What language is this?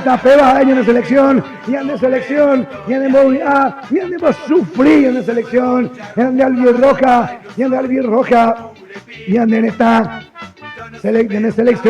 Guarani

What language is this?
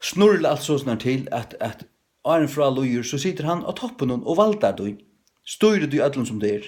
Faroese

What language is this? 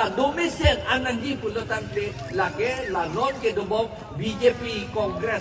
Karbi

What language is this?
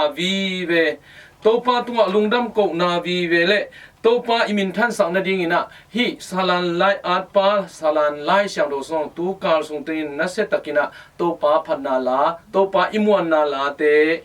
Tedim Chin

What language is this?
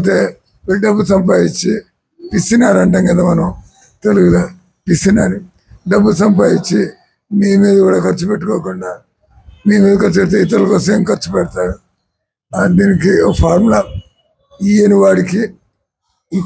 Telugu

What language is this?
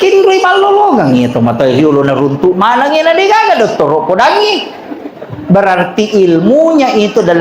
Buginese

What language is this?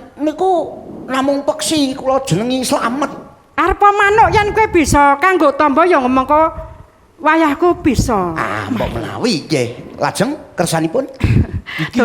Javanese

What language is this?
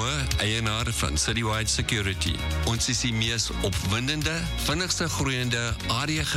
Afrikaans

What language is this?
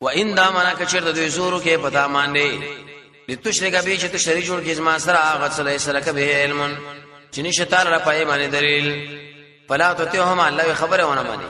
Pashto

